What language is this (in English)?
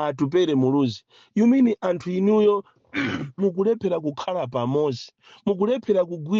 Nyanja